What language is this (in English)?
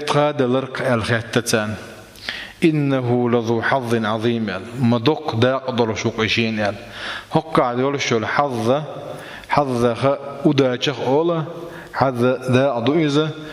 Chechen